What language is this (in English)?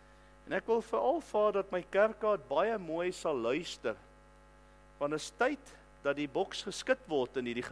Afrikaans